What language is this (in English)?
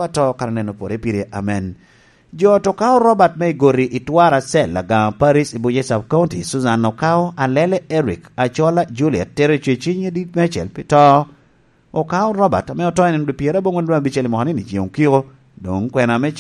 Lango (Uganda)